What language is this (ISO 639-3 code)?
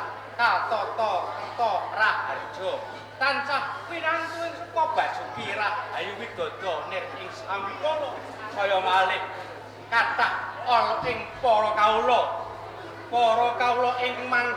jav